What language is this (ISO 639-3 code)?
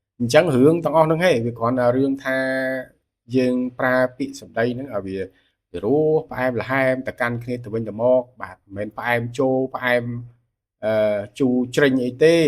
khm